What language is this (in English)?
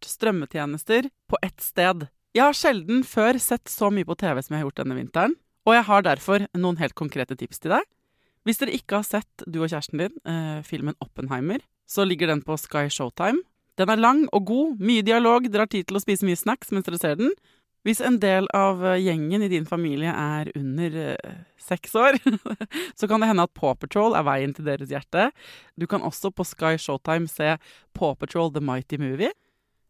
Norwegian